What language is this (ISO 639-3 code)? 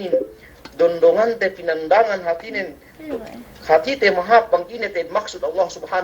yka